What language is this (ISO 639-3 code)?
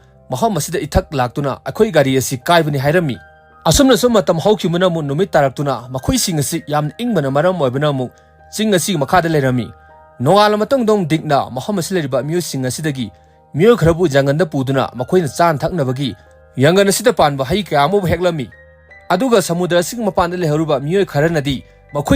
mni